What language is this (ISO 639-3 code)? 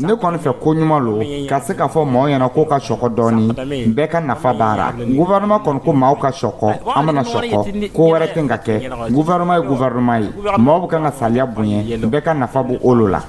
dyu